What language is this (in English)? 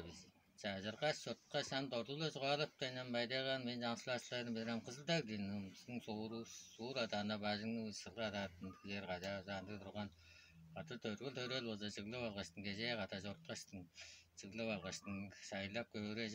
Tuvinian